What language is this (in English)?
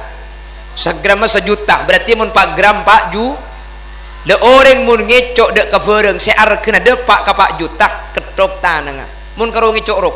Madurese